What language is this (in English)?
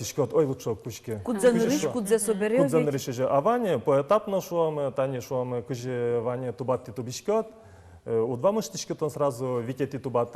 Udmurt